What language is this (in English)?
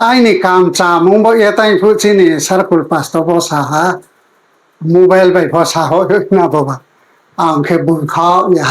Riang (India)